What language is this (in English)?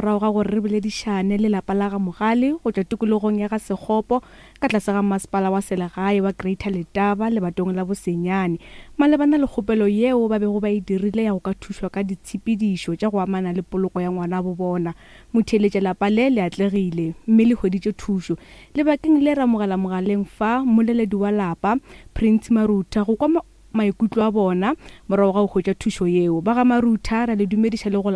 Northern Sotho